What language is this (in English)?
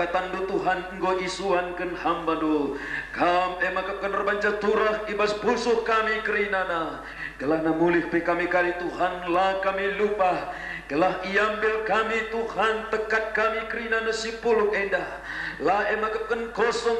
Batak Karo